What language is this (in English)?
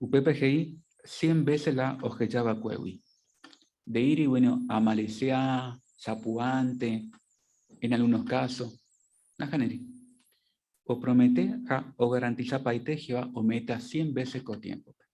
Guarani